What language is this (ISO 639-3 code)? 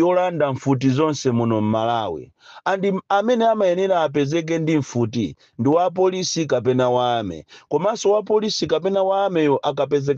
nya